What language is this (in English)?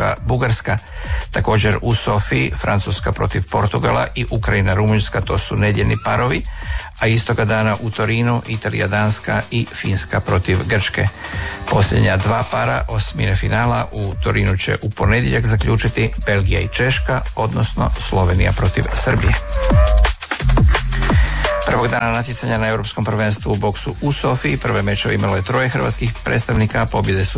Croatian